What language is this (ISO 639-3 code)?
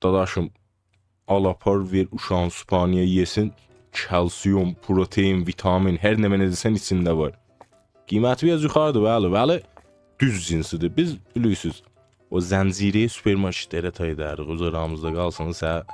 azb